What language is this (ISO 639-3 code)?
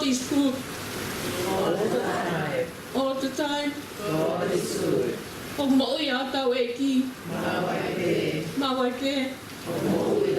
ton